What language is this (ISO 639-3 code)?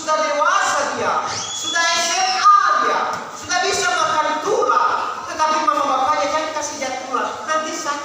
nia